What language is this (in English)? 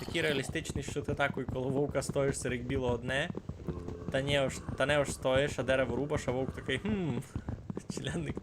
Rusyn